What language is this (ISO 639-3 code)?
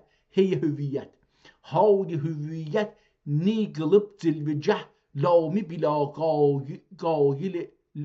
azb